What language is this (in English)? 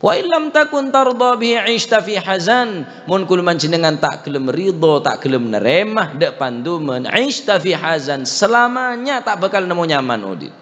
Madurese